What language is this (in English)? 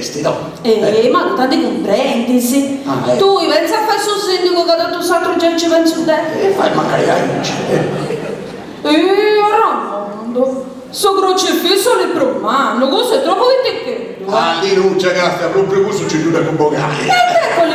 Sardinian